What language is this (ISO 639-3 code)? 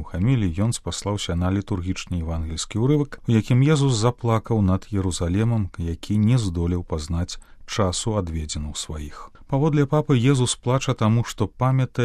bel